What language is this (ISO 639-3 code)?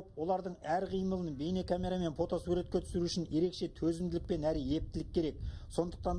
kaz